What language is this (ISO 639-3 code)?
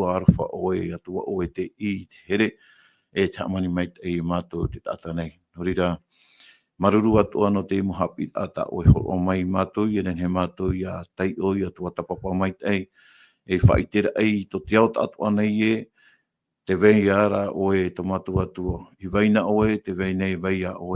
tah